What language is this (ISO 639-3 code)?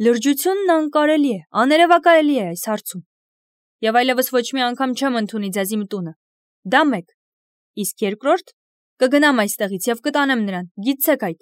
hye